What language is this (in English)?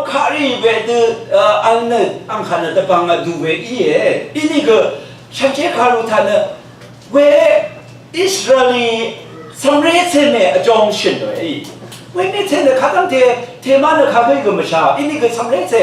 Rawang